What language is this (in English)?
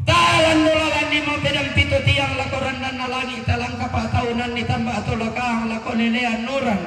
Toraja-Sa'dan